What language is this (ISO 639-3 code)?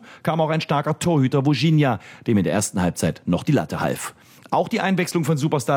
deu